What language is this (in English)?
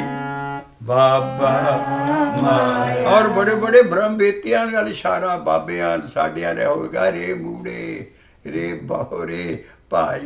Punjabi